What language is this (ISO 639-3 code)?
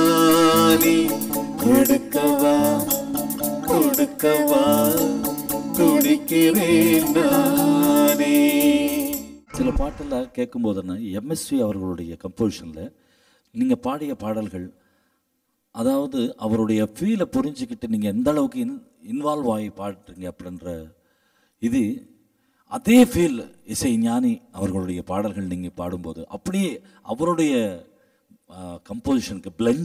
tam